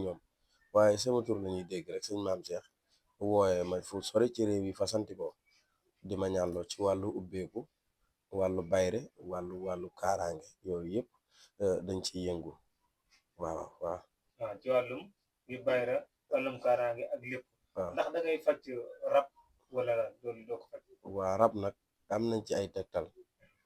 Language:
Wolof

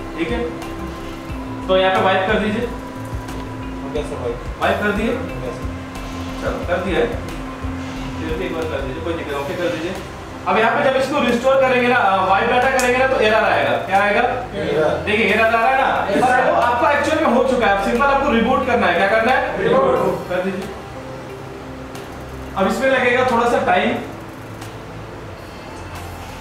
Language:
Hindi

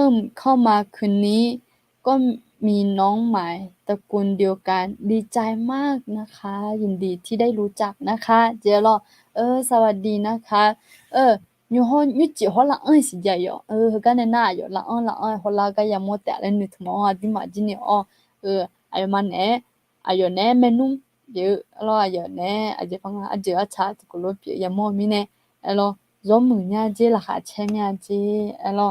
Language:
Akha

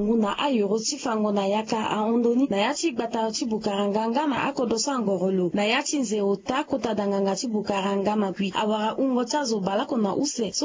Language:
Sango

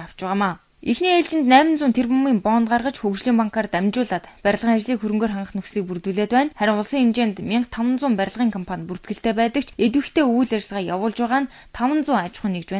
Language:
Mongolian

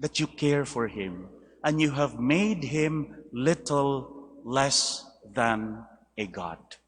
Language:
Cebuano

